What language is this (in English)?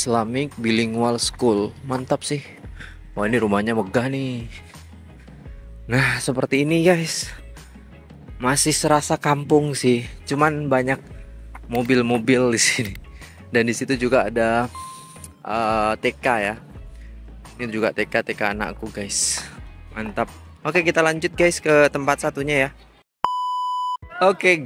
Indonesian